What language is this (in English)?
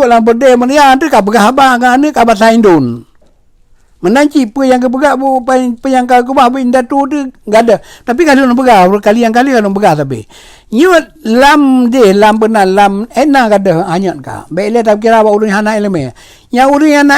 Achinese